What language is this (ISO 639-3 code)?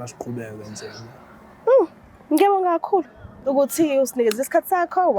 zul